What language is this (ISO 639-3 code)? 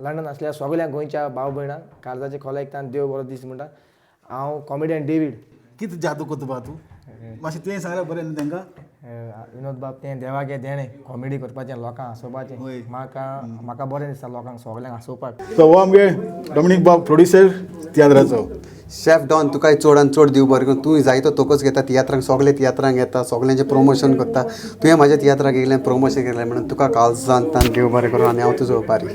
kok